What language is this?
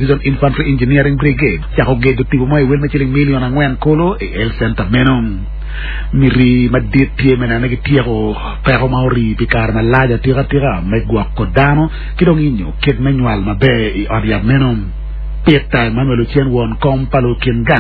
Acoli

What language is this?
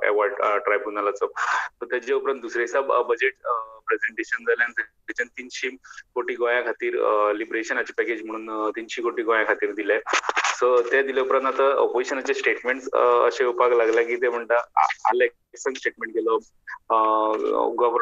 Konkani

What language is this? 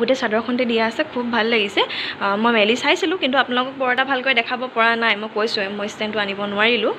Assamese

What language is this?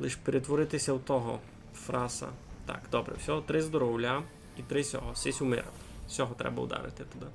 Rusyn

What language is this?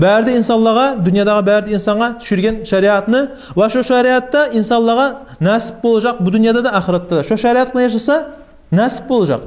Kumyk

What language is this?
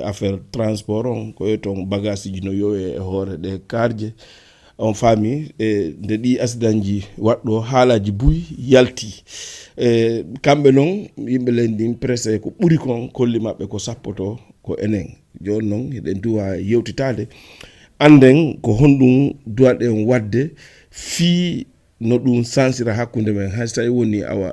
Fula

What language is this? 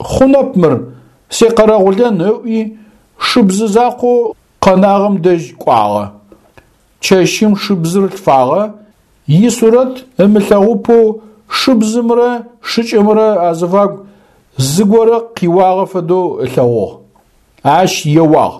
Adyghe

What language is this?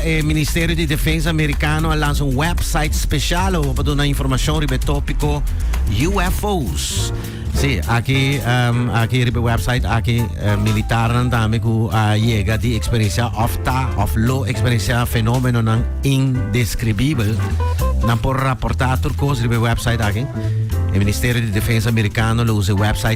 Papiamento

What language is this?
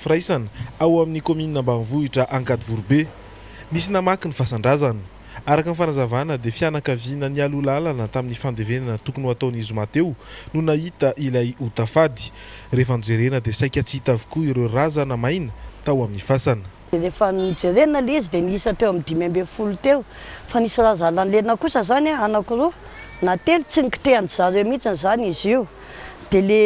Malagasy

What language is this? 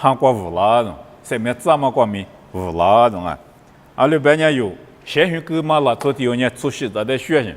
Lisu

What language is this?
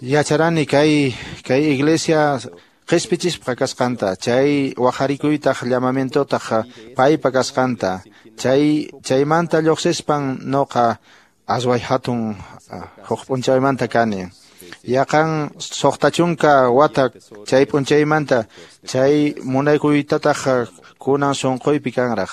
Quechua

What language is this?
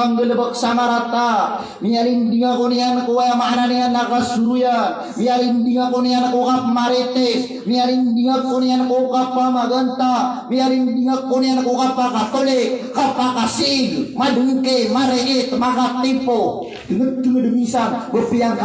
Maranao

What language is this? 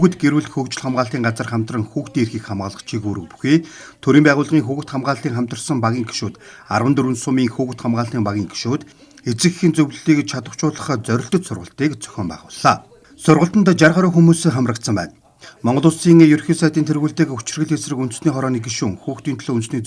Mongolian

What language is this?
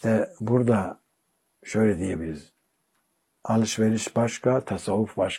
Turkish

